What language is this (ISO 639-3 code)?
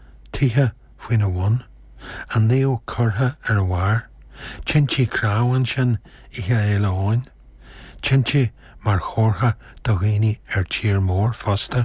gle